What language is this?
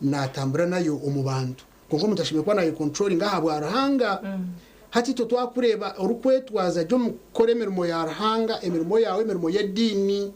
Nyankole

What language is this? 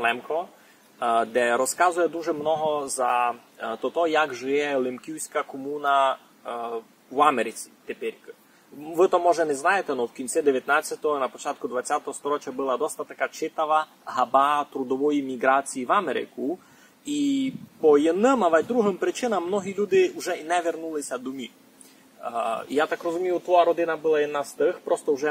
Rusyn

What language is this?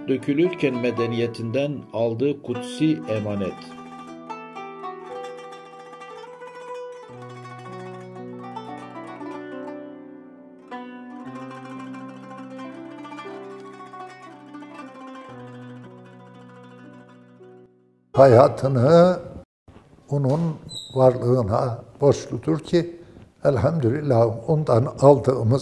Turkish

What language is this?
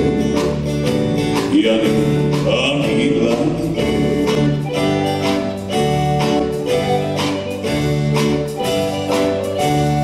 Estonian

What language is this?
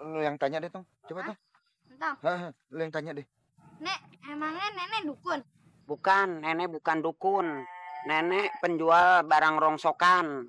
Betawi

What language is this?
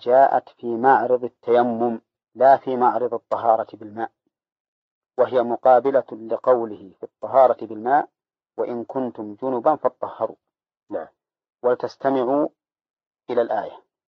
Arabic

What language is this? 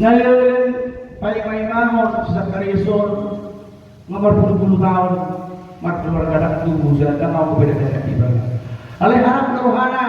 Batak Toba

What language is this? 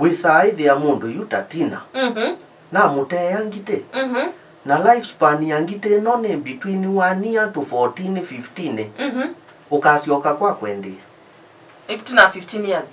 Kamba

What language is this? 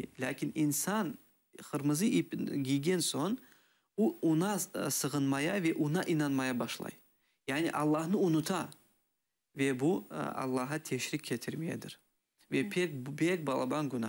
Crimean Tatar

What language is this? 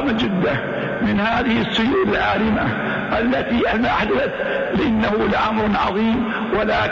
Arabic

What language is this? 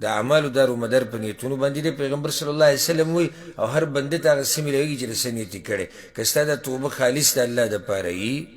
Pashto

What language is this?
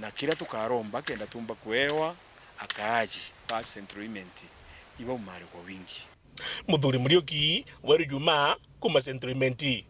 Meru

